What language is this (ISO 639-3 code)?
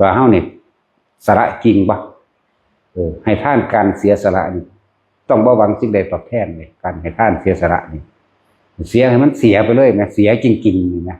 tts